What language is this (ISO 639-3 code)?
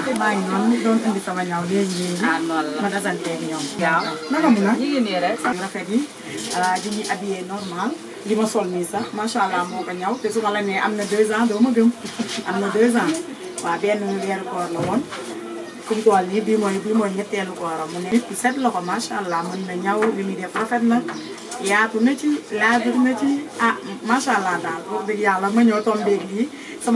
wol